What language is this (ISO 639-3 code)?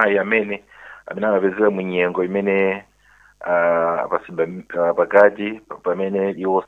nya